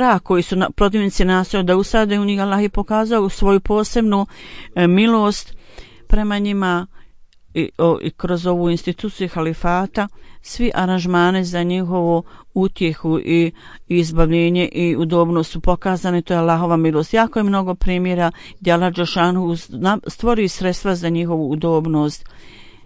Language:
Bosnian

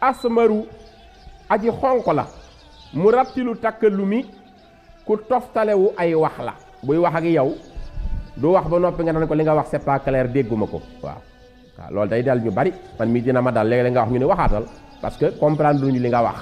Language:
Wolof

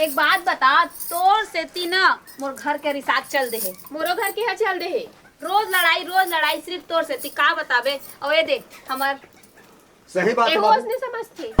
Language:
Chhattisgarhi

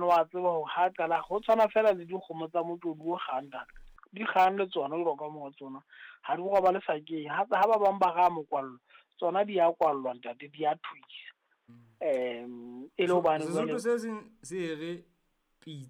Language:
Southern Sotho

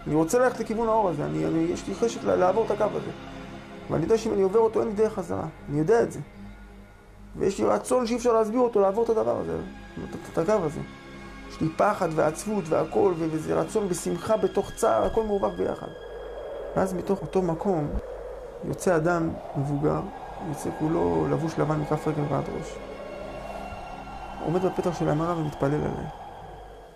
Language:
Hebrew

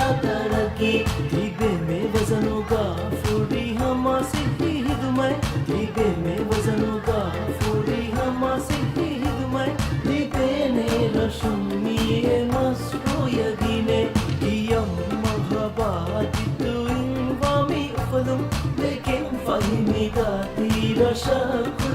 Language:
Divehi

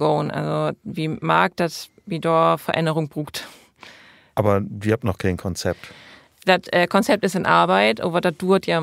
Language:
Low German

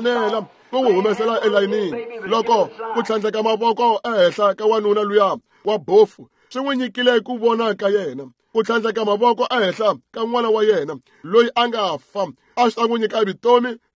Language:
Tsonga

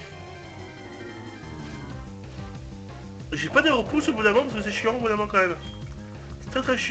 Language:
French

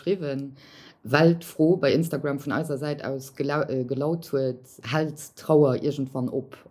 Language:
Luxembourgish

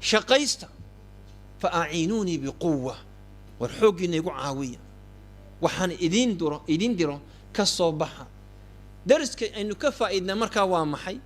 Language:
Somali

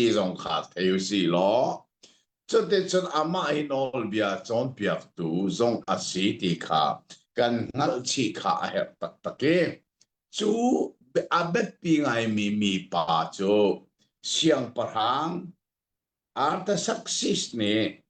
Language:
Hakha Chin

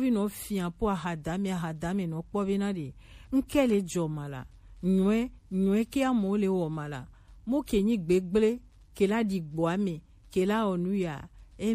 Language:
Gen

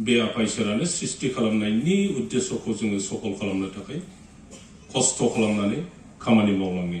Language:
Bodo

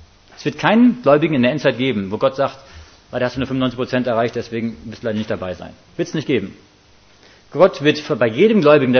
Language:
German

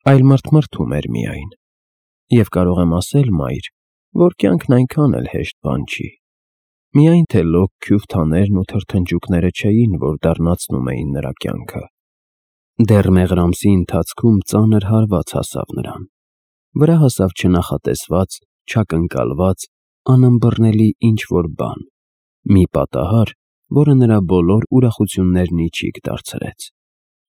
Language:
Armenian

